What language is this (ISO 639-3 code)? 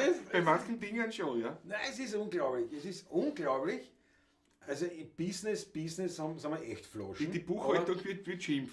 bar